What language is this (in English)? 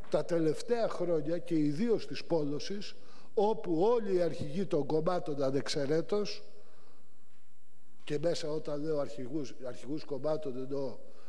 Greek